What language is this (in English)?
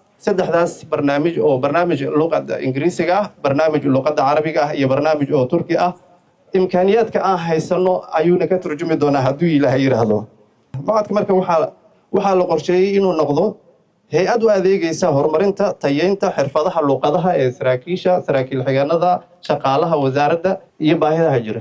Somali